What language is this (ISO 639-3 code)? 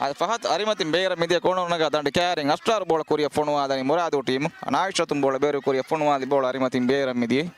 div